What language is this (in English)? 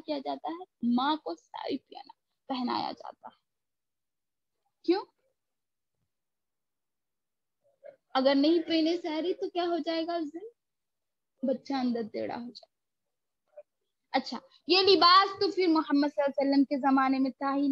Urdu